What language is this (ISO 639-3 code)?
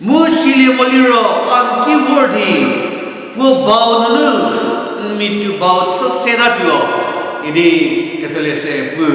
njm